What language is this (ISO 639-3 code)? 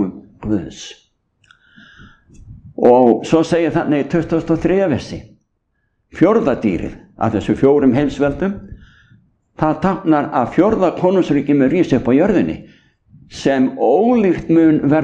isl